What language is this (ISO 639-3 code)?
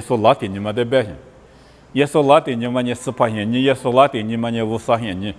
lis